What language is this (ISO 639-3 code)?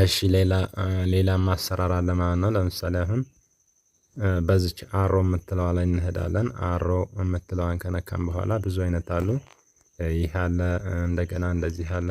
amh